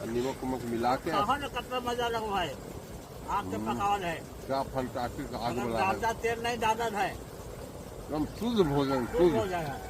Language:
Magahi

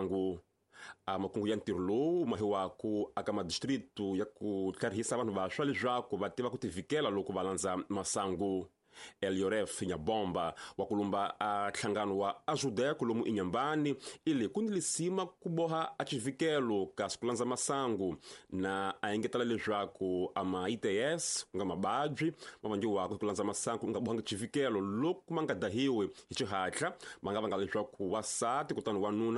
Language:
Tsonga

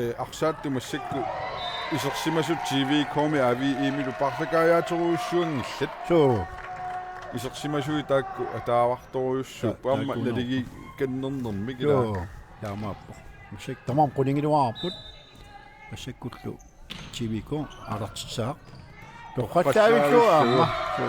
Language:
Kalaallisut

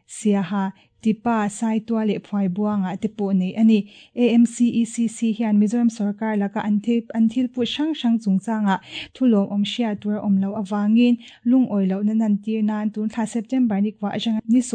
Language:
Mizo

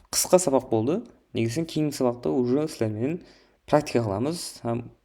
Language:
Kara-Kalpak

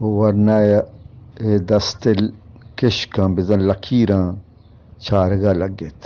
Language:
Eastern Balochi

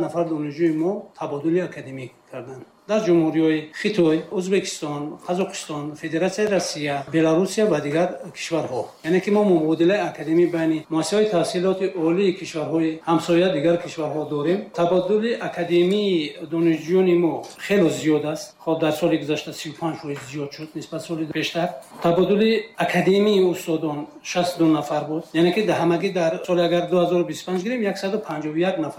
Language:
Tajik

